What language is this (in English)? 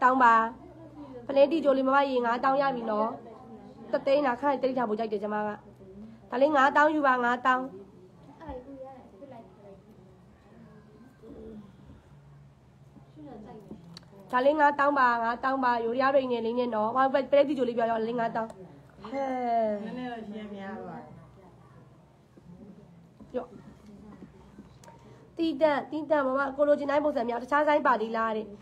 Burmese